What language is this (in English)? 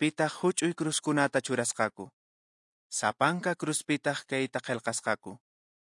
Quechua